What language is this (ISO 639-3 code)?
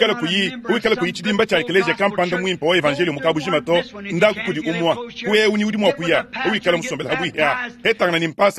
lua